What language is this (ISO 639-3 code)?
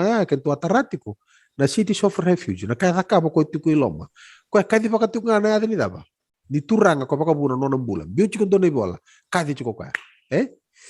fij